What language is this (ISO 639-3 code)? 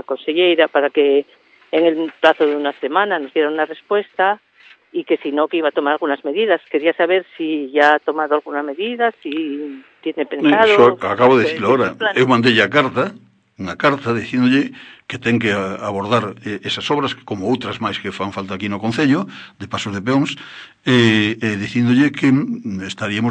glg